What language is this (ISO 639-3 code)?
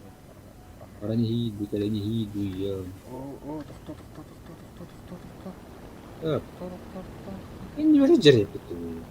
sah